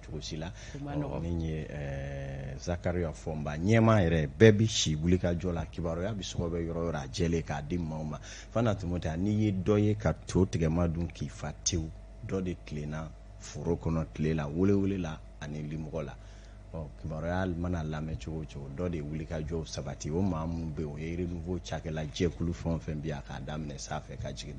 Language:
Bambara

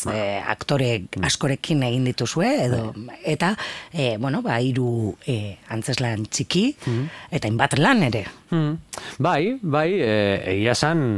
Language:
Basque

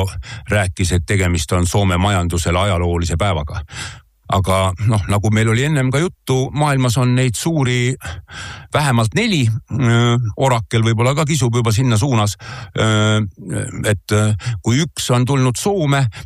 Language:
Estonian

